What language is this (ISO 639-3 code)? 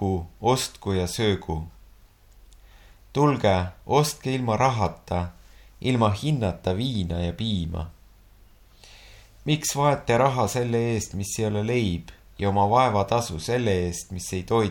est